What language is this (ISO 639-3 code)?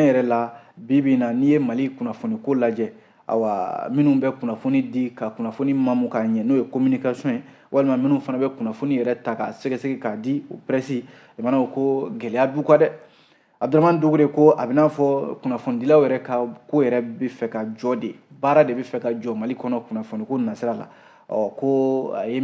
bam